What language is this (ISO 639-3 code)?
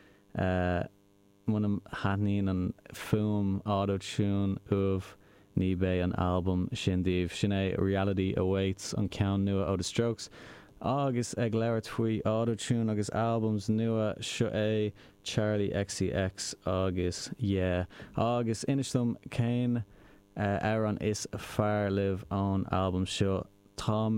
gle